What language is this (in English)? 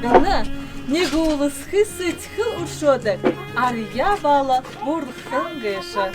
Buriat